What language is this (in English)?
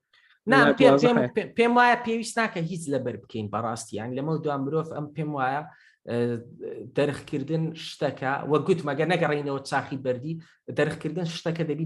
Central Kurdish